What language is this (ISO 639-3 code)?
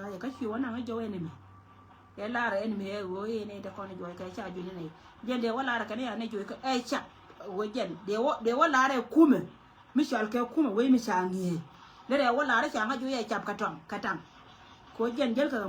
nus